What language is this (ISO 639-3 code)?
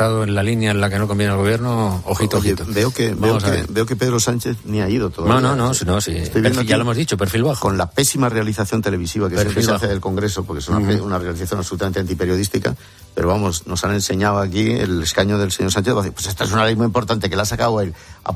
spa